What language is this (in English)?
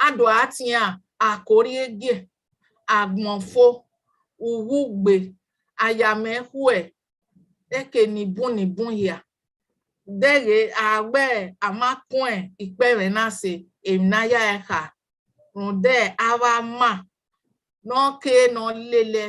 Bini